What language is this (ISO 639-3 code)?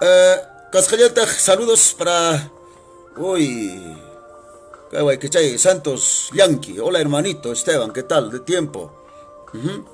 que